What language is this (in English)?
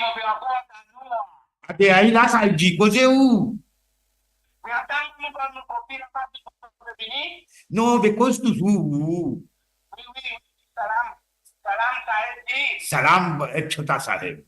Morisyen